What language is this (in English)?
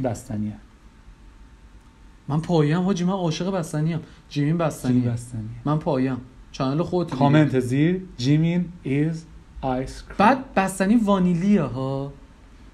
Persian